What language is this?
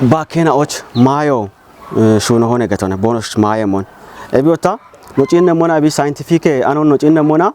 Kafa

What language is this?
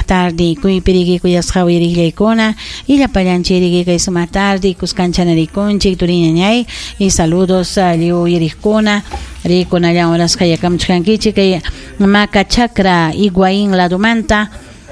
Ayacucho Quechua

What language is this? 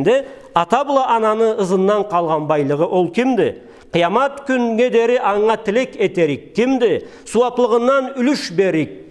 Karachay-Balkar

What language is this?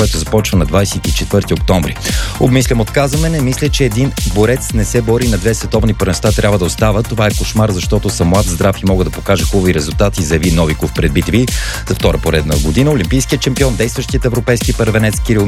Bulgarian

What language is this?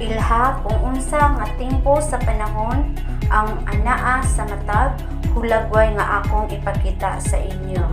Cebuano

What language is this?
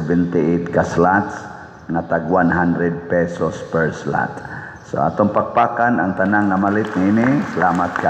Cebuano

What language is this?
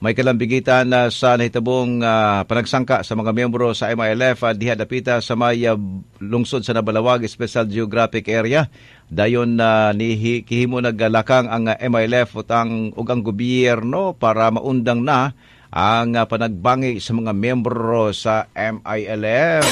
Cebuano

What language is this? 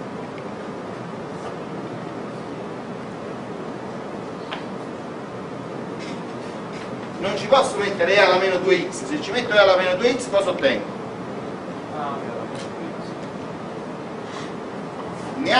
Italian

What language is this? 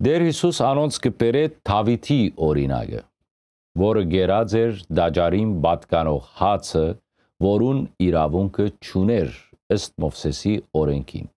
Western Armenian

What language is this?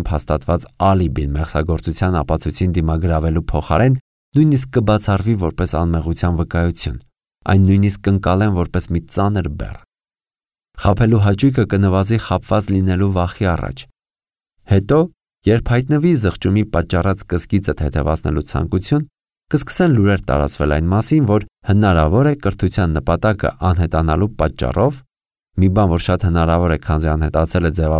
Armenian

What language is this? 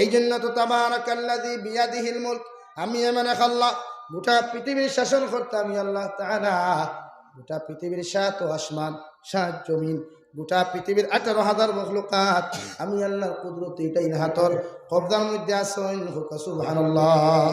Sylheti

